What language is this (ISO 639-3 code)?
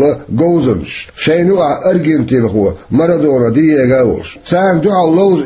che